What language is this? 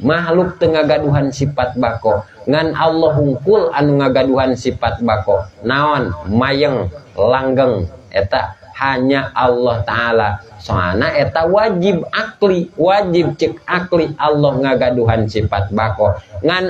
Sundanese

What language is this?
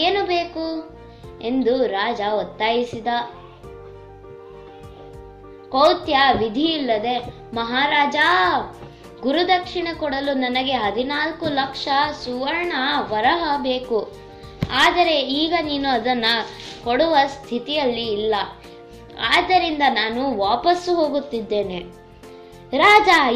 Kannada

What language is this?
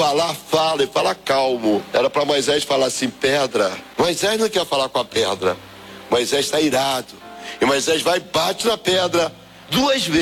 Portuguese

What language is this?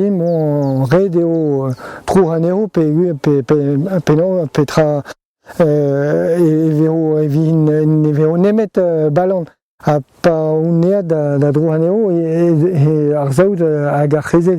Breton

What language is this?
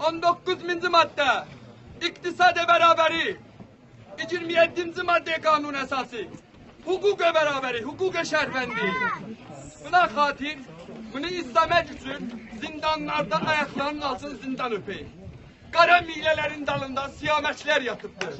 South Azerbaijani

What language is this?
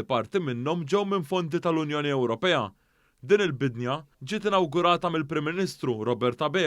Maltese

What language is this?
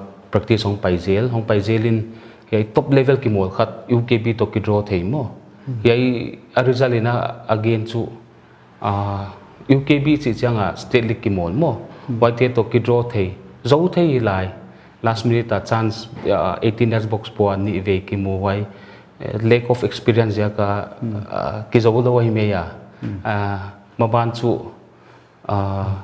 Paite Chin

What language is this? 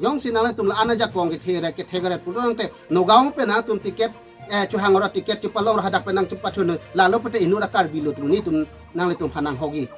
Karbi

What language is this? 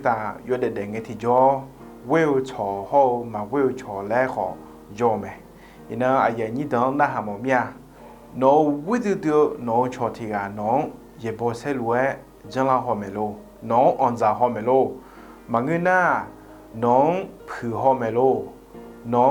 Akha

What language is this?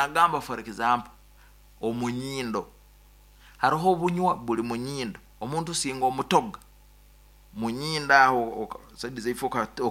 Nyankole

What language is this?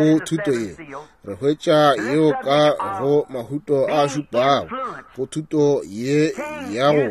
Northern Sotho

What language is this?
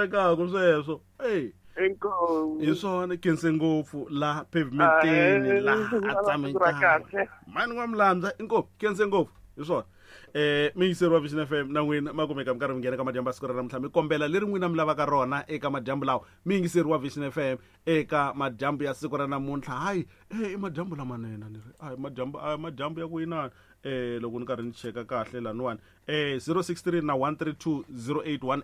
Tsonga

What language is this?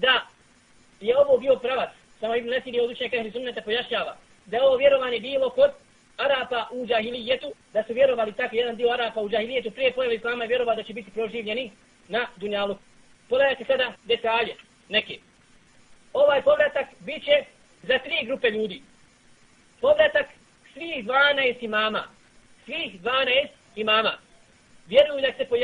Bosnian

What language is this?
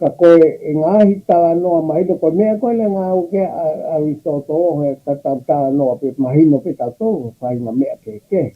Tongan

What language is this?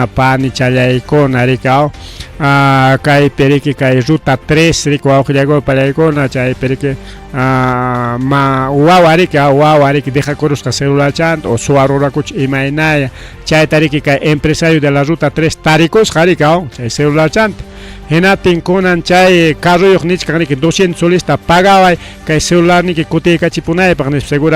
Ayacucho Quechua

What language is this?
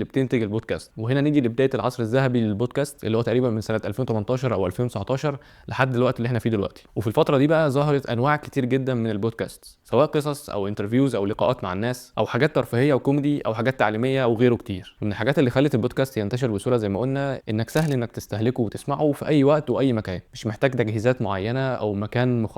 Egyptian Arabic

